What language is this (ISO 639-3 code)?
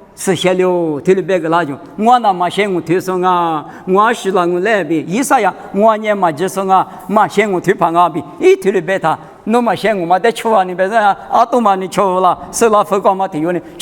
lis